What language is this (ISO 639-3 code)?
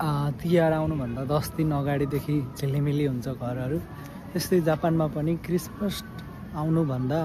nep